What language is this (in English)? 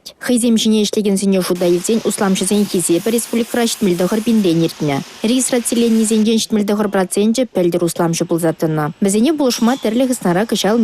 Chuvash